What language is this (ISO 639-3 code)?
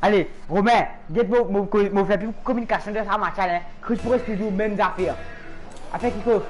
mfe